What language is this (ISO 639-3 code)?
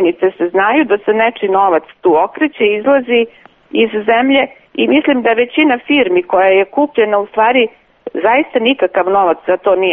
srp